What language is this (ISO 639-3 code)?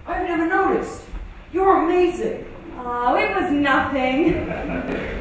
eng